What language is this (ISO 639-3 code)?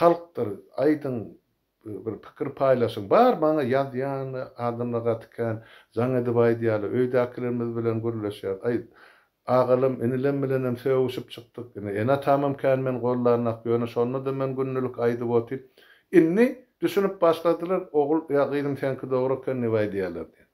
tuk